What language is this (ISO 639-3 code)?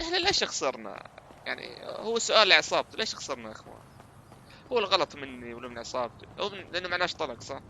apc